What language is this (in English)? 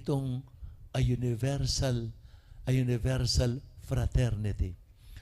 Pampanga